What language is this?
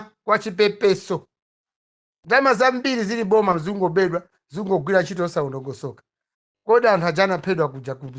Nyanja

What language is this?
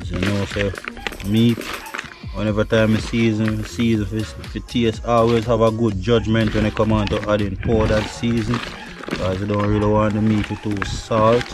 Jamaican Creole English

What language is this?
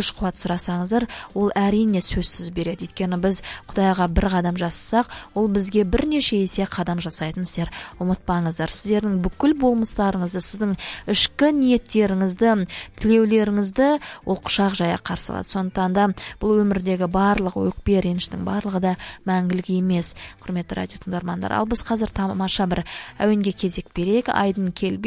Kazakh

